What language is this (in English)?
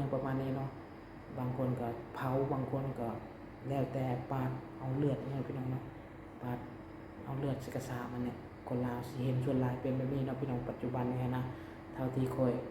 Lao